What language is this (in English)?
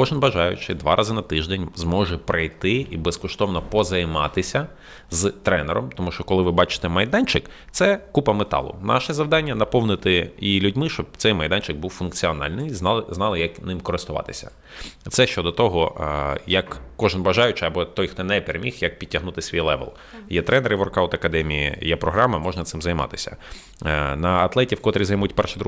Ukrainian